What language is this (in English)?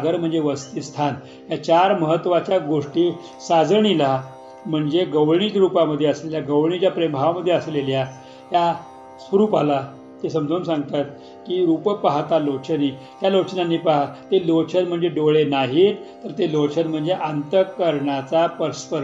Marathi